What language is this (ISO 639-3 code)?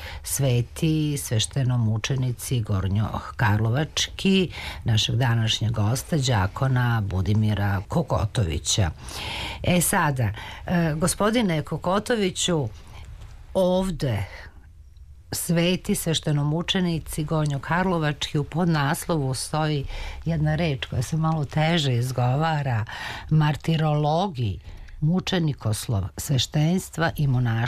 srp